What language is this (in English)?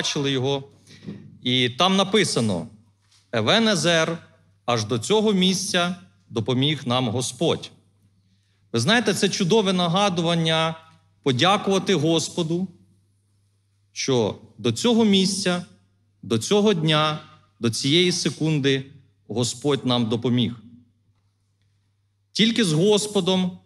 Ukrainian